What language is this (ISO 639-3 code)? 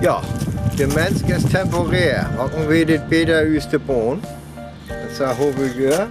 frr